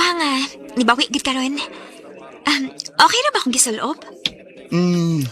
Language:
Cebuano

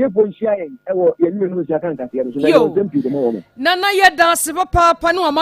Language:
Akan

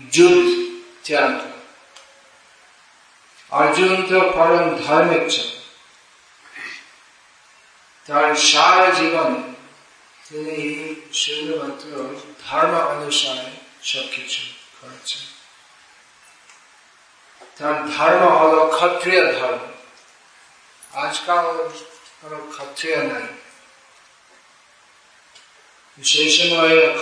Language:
Bangla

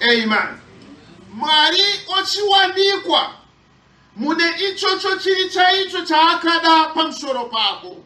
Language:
Shona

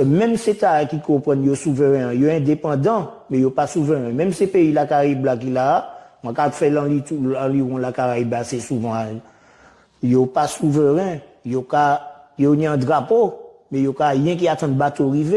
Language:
Guadeloupean Creole French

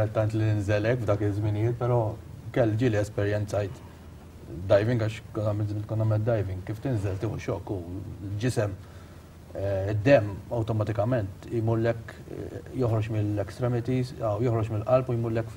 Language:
Maltese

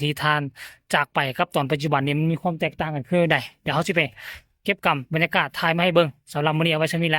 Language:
Northeastern Thai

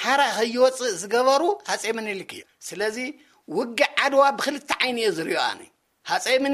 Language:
Tigrinya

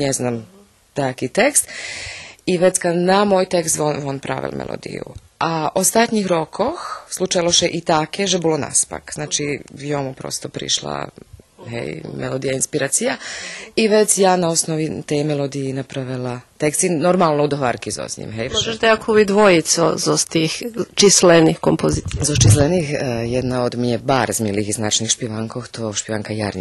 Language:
Rusyn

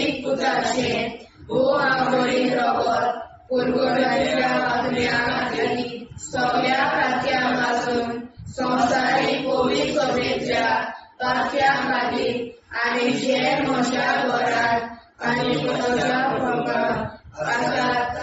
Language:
Konkani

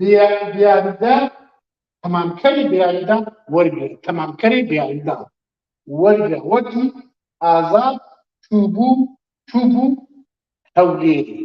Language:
Kurdish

